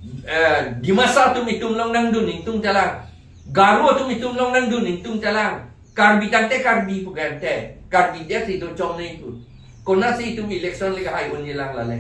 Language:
Karbi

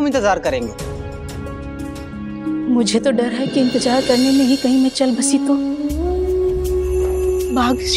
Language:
Hindi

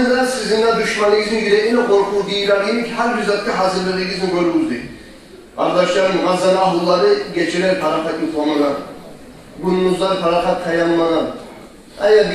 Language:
Kumyk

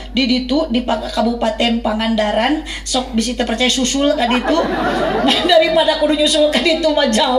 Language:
Sundanese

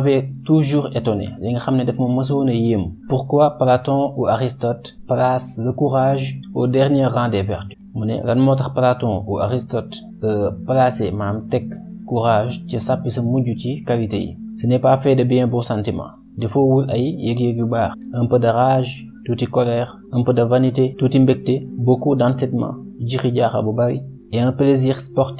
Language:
Wolof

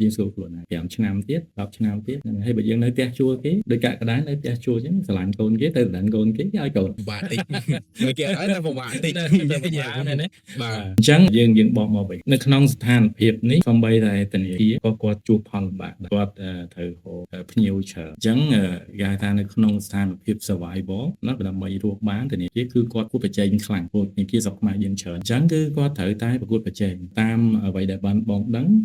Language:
Khmer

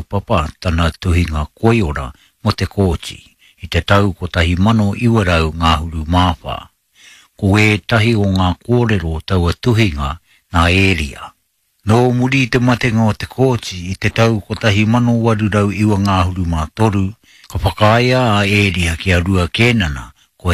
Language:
Māori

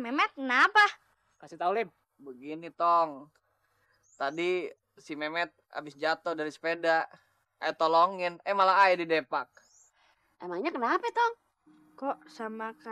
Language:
Betawi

